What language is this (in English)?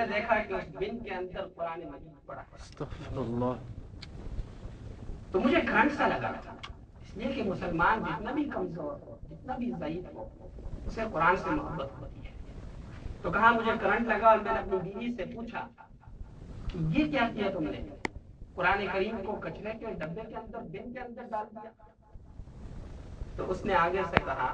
Urdu